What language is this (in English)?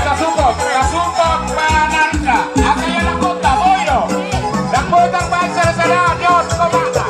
Batak Toba